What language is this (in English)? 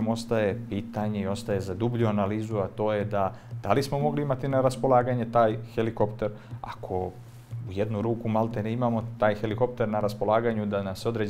Bosnian